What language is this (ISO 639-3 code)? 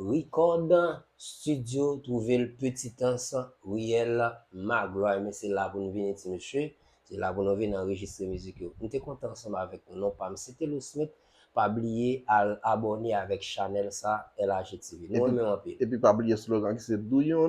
hat